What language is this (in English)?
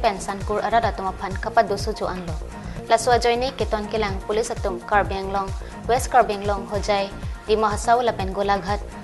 Karbi